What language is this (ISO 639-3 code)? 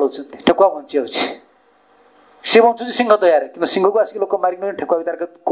ori